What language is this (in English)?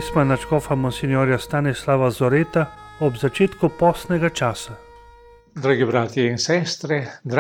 Slovenian